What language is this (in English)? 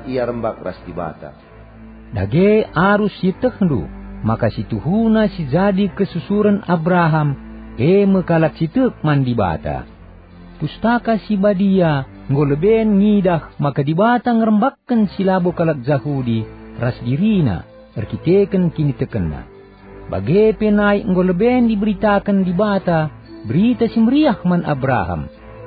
Batak Karo